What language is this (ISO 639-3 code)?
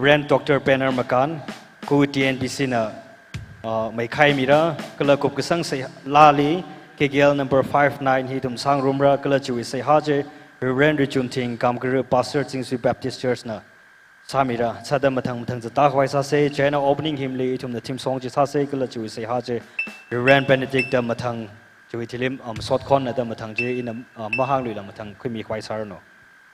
nmf